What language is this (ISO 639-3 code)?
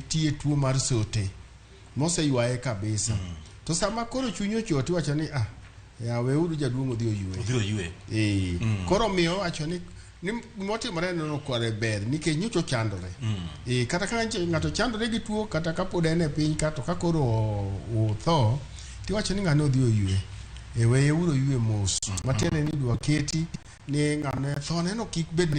luo